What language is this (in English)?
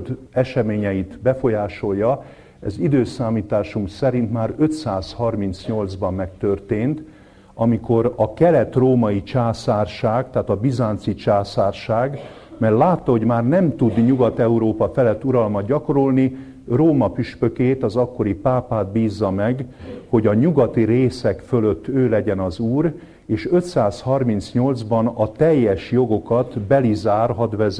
Hungarian